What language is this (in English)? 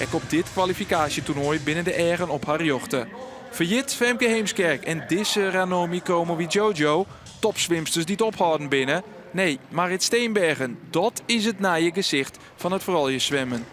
Western Frisian